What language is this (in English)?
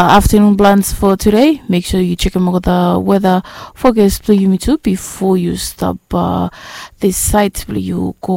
Bislama